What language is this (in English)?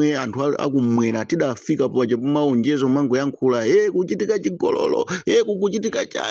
Nyanja